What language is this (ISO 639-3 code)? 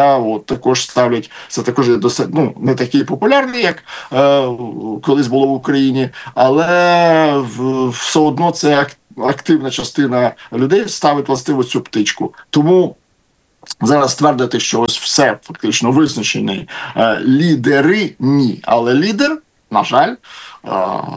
ukr